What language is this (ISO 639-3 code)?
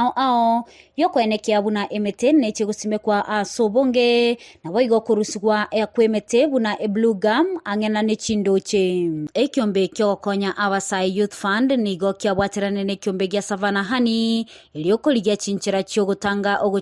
guz